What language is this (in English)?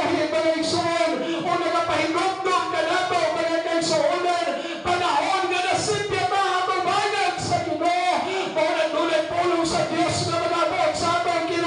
Cebuano